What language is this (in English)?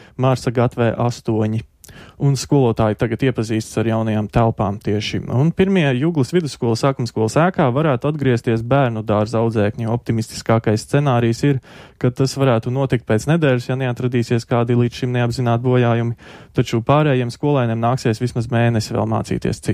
Latvian